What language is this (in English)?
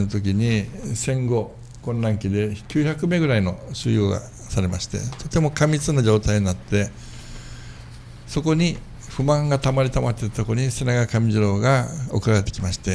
Japanese